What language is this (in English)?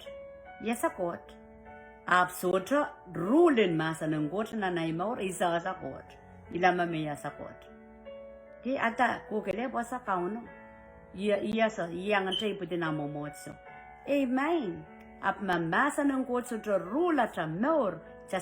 Pohnpeian